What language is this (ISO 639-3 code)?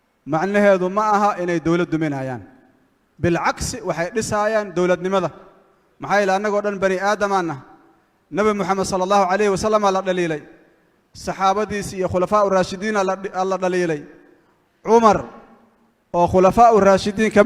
som